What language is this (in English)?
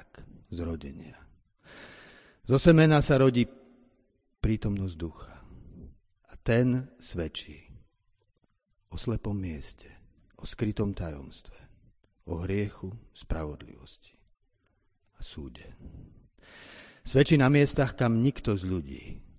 Slovak